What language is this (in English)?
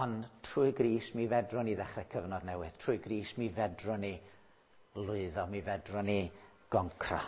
Welsh